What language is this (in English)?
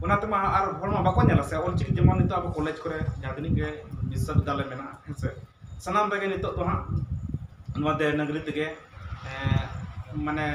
Santali